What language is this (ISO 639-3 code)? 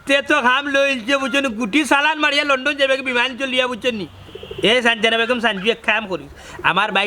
syl